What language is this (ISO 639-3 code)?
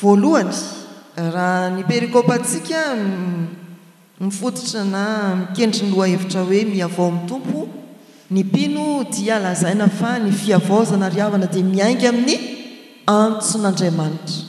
mlg